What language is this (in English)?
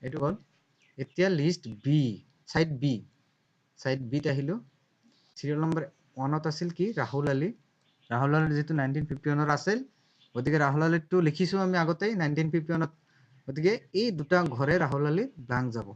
Assamese